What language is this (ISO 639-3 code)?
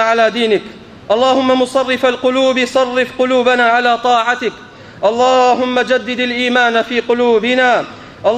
ckb